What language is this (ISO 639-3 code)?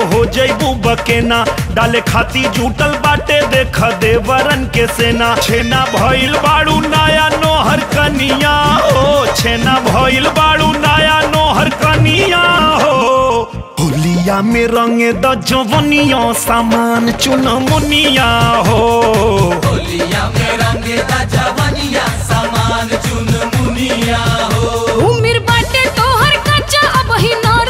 bho